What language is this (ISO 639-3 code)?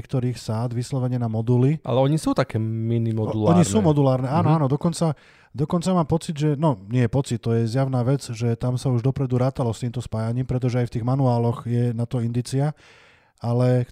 slk